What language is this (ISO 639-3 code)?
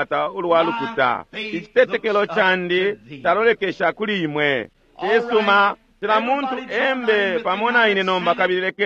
bem